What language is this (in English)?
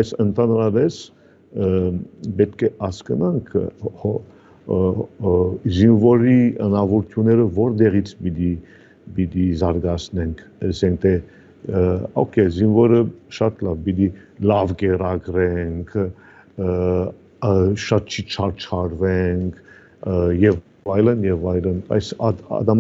Armenian